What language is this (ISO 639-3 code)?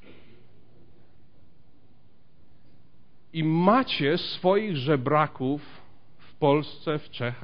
pol